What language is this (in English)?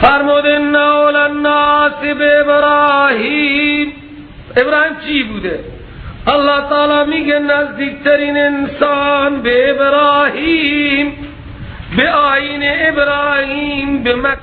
Persian